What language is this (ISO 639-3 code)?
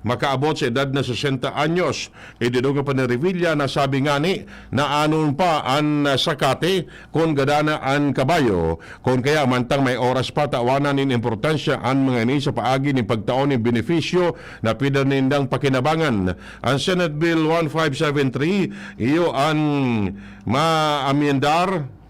bik